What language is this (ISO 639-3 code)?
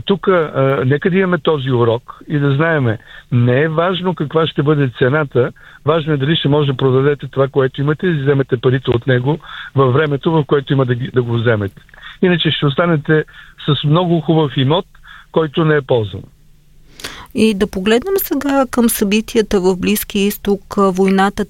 bul